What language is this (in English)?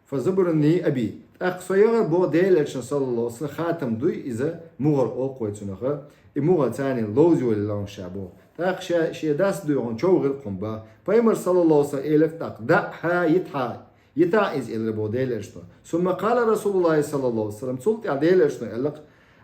Chechen